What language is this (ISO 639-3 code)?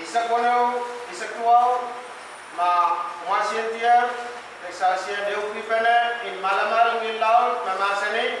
pon